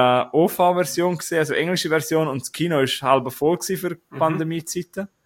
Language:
German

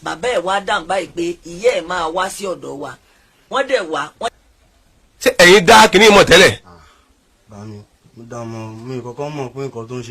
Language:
Yoruba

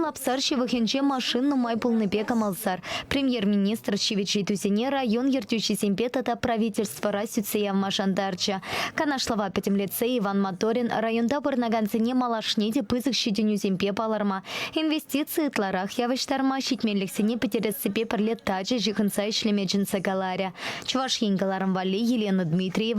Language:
Chuvash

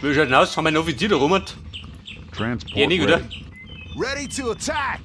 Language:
Bavarian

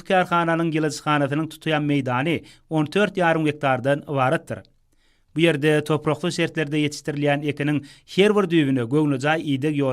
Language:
Turkmen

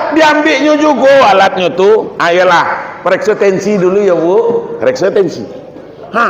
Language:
Minangkabau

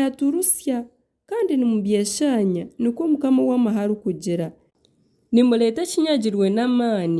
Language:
Nyankole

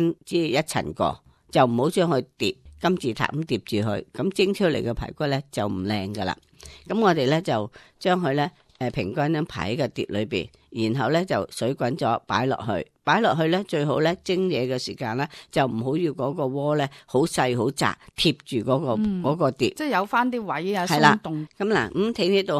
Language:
Cantonese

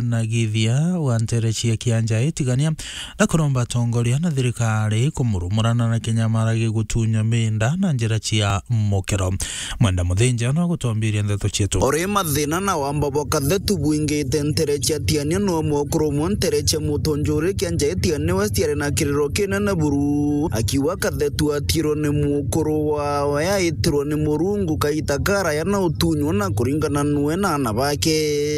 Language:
Meru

